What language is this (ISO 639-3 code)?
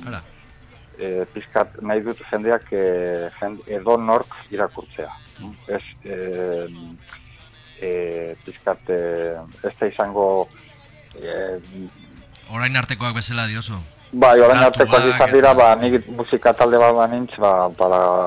eus